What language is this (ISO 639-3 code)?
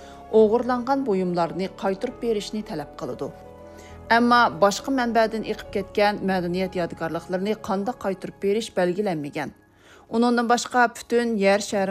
uig